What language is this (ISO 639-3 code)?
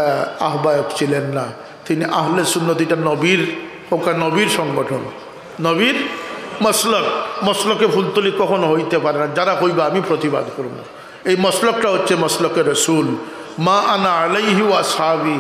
syl